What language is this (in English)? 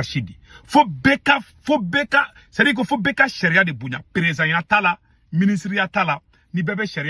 Bambara